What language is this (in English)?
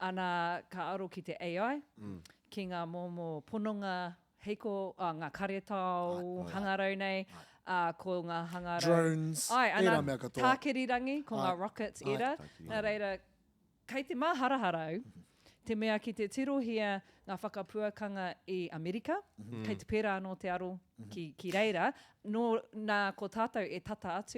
Māori